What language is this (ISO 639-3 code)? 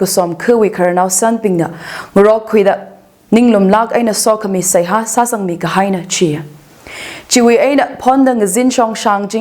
nmf